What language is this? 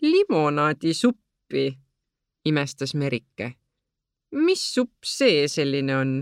Estonian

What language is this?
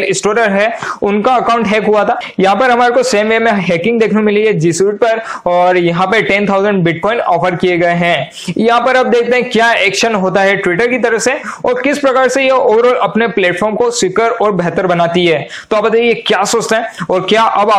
Hindi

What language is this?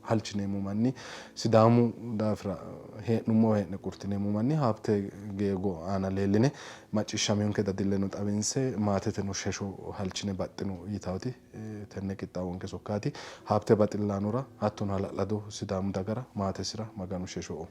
Sidamo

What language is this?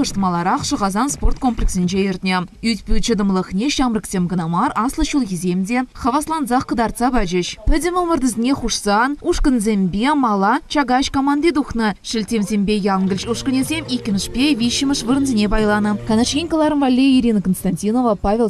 Chuvash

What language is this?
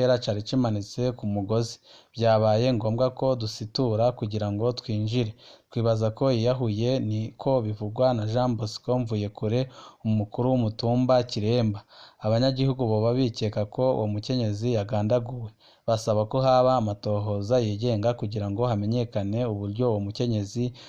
Rundi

